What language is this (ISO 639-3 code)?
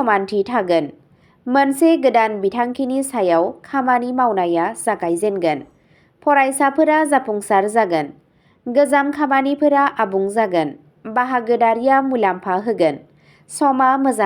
brx